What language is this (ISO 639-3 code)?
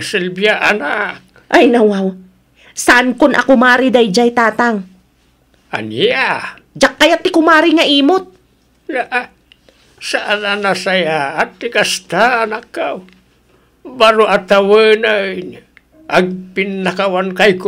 ilo